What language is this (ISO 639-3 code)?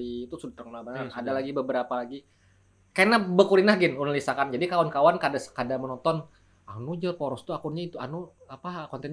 bjn